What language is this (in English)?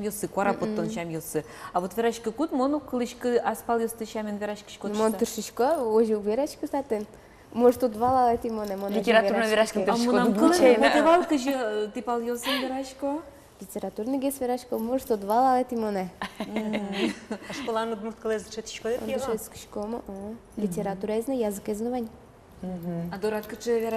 Udmurt